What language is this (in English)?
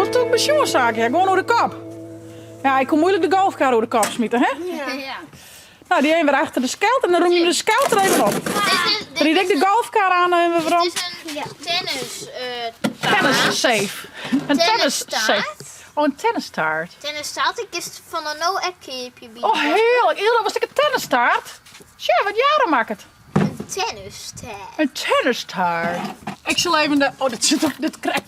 Western Frisian